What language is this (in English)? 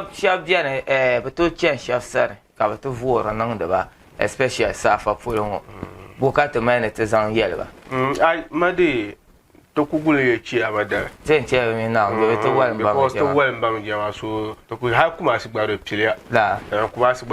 Dagbani